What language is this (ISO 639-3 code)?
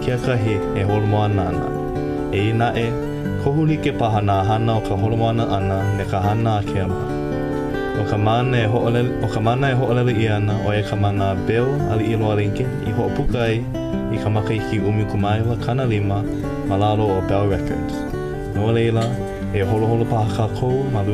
haw